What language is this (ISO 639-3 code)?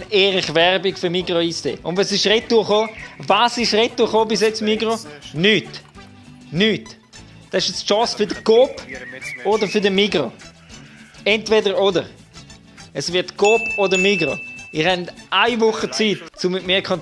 gsw